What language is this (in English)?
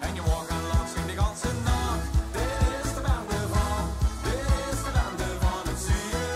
Limburgish